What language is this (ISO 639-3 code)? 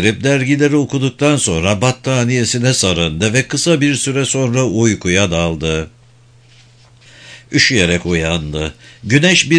tur